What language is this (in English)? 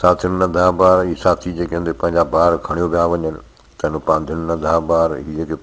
Sindhi